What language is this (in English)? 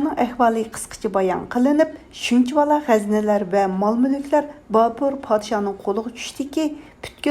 Uyghur